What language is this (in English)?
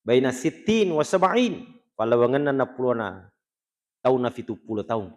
Buginese